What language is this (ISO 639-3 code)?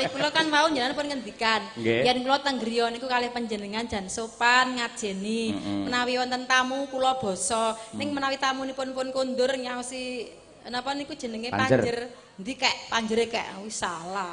jav